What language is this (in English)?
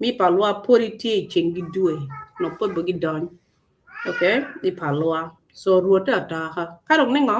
Acoli